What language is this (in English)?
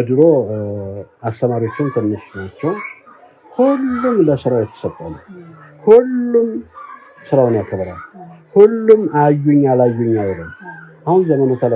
Amharic